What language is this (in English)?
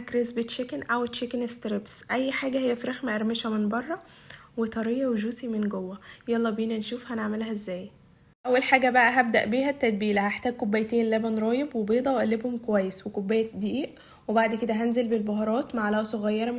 Egyptian Arabic